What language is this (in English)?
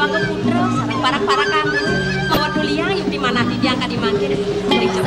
Balinese